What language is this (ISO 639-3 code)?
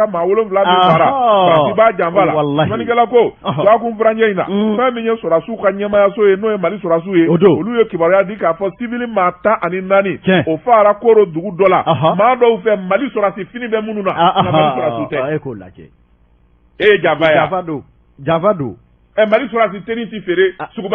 bam